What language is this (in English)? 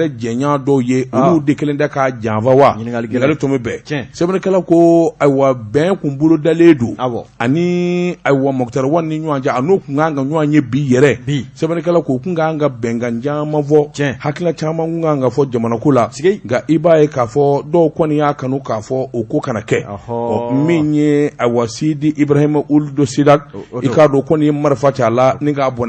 Bambara